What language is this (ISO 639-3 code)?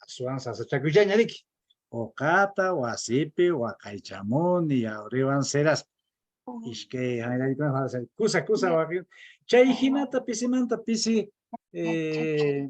que